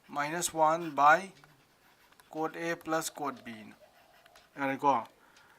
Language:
Manipuri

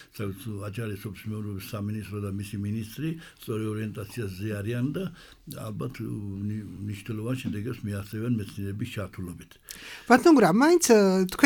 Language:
Georgian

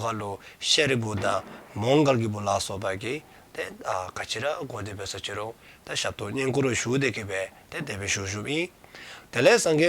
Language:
Dzongkha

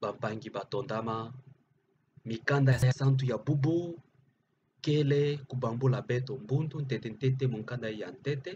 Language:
Kituba (Democratic Republic of Congo)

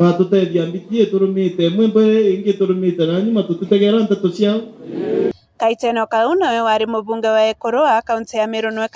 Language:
Meru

